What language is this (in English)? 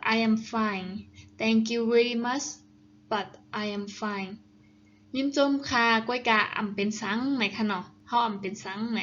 Shan